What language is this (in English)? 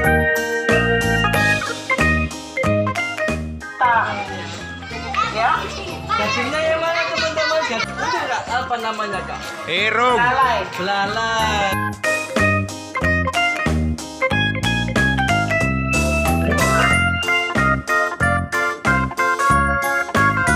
Indonesian